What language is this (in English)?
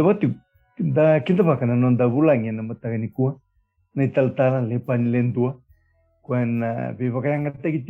Fijian